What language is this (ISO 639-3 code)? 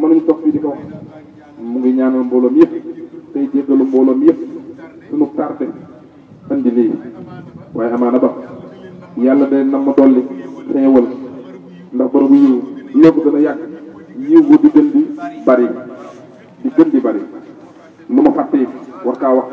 wol